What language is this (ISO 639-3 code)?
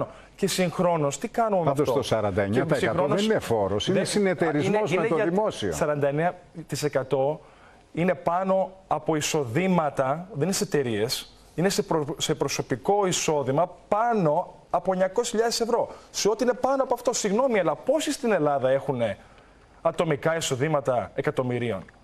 ell